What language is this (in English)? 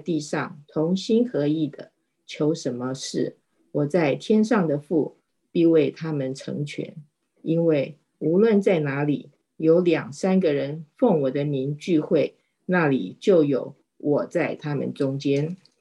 Chinese